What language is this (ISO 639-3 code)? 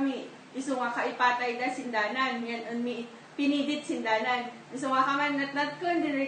kne